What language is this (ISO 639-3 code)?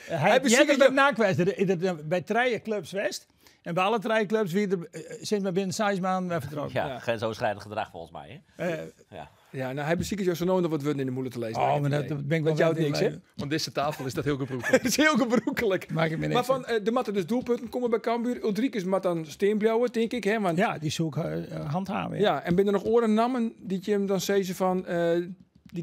fry